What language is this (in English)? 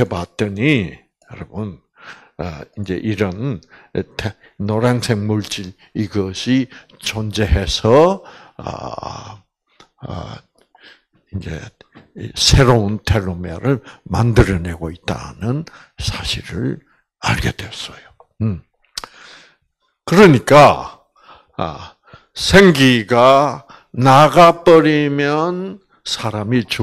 Korean